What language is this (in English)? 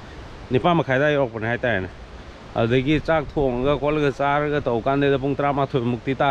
Manipuri